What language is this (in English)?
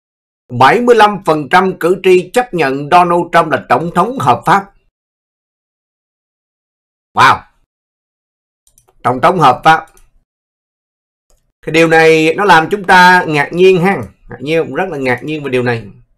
Vietnamese